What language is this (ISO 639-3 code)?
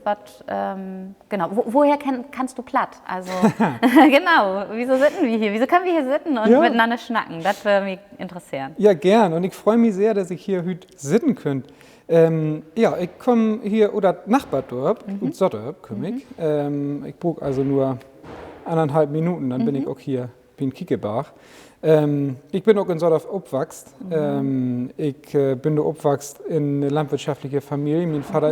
nds